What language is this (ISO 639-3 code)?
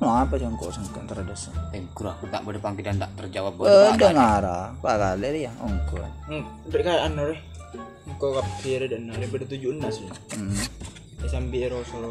mad